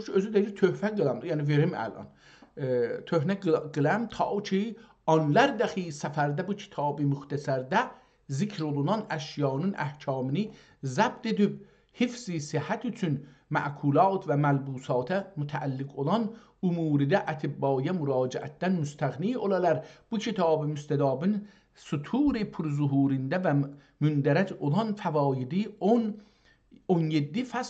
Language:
South Azerbaijani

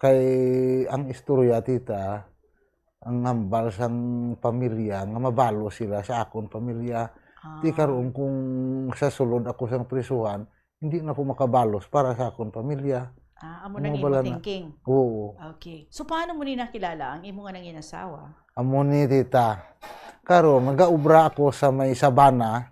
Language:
Hiligaynon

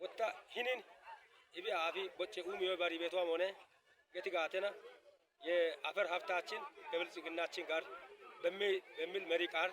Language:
Kafa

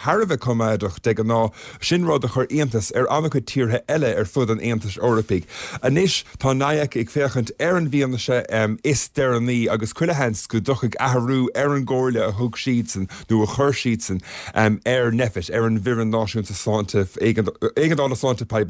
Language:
Irish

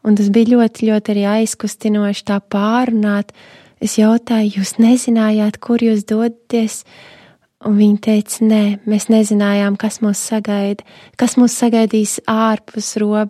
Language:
Latvian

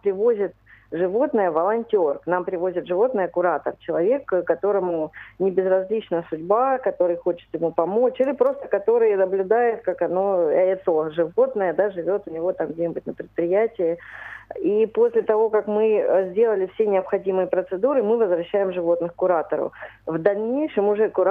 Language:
Russian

